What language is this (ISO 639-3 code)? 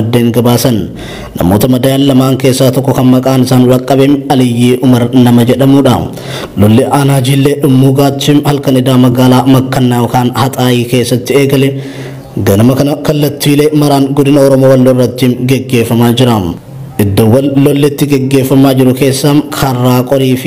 orm